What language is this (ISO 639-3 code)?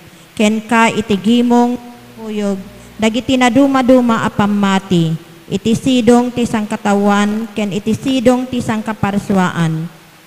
ilo